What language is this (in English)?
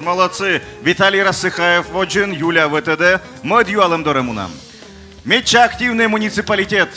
Komi